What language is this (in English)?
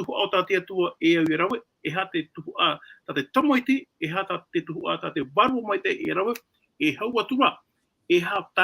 Tahitian